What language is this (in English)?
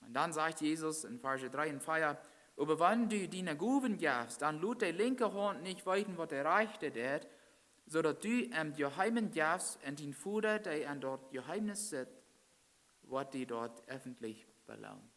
Plautdietsch